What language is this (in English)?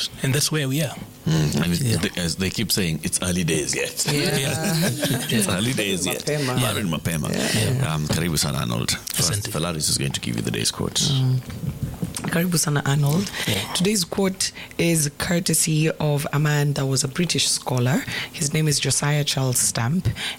Swahili